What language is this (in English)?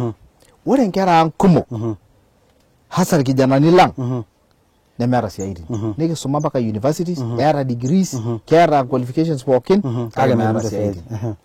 Masai